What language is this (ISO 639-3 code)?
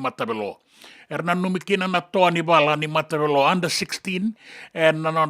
fij